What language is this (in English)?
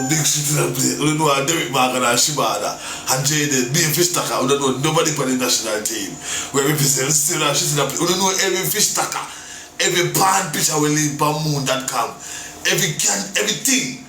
Jamaican Creole English